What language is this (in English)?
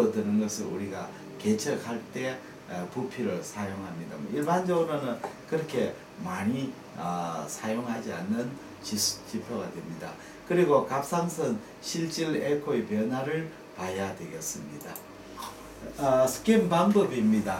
Korean